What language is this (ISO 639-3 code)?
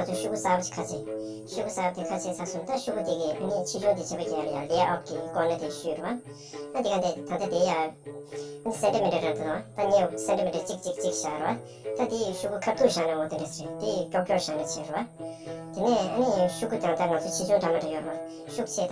bod